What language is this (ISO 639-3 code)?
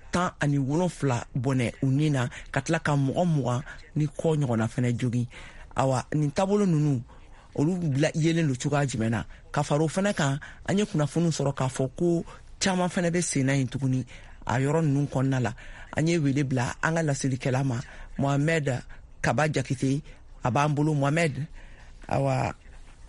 bam